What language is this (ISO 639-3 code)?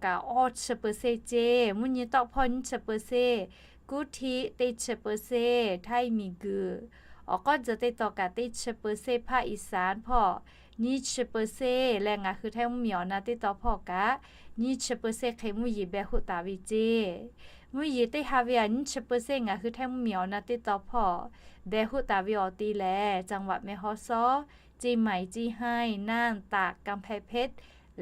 lhu